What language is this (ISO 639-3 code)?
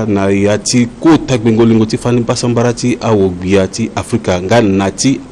sag